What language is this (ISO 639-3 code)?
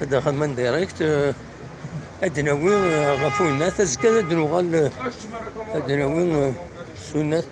kab